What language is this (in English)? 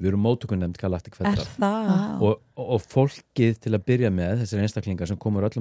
Icelandic